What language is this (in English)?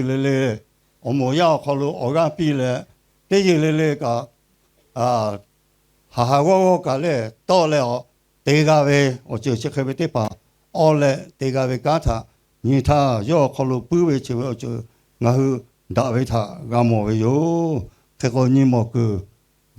Lahu